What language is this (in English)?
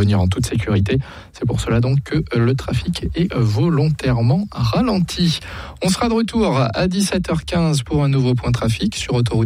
French